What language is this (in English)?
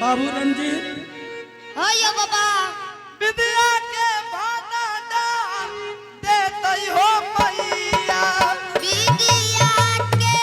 Angika